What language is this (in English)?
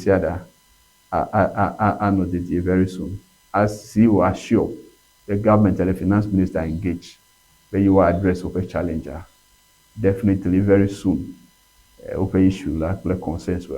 Ewe